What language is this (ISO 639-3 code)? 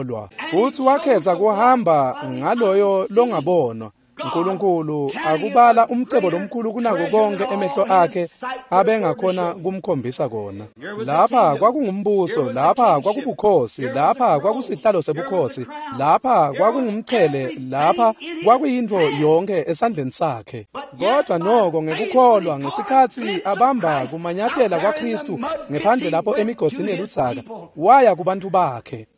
ssw